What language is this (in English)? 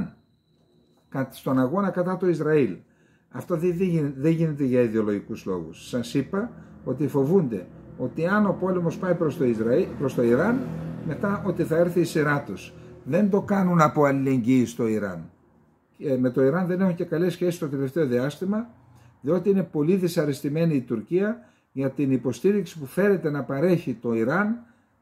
Greek